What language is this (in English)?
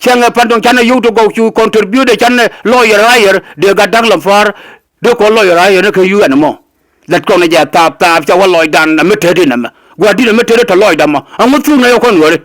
Nuer